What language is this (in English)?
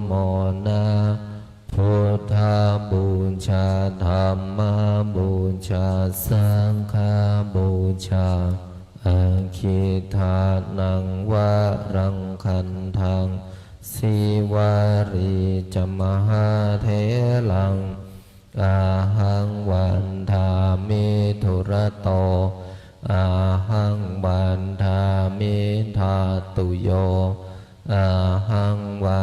Pali